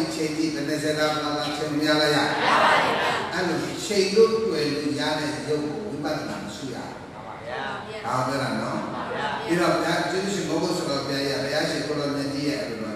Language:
Burmese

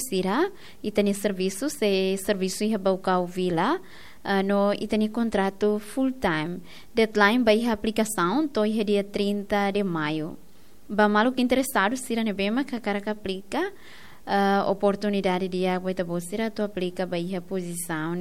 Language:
Tetum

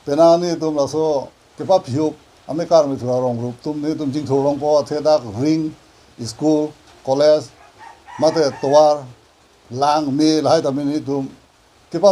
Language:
Karbi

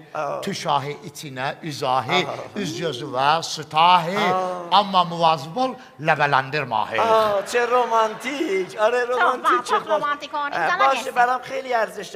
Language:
South Azerbaijani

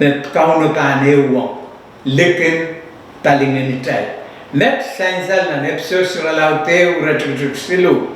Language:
Pohnpeian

